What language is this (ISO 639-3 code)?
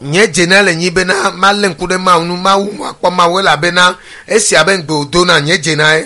ewe